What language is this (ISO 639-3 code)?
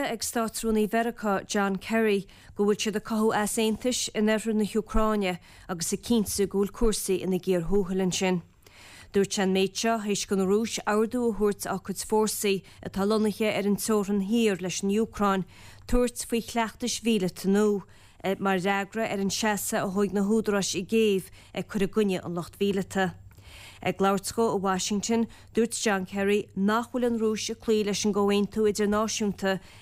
gle